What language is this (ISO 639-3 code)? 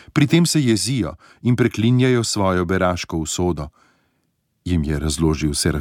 slv